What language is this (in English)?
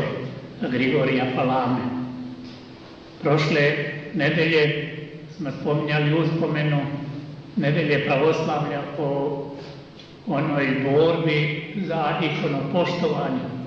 Serbian